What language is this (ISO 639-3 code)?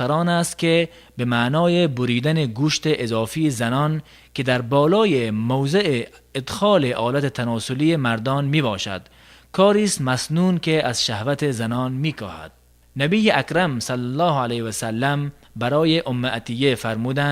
tgk